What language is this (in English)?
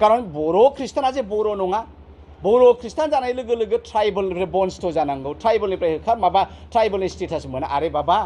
Bodo